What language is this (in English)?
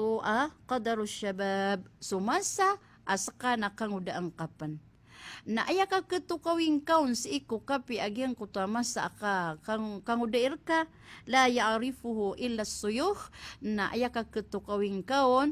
Maranao